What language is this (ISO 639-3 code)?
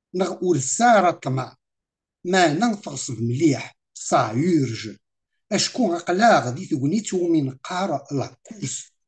kab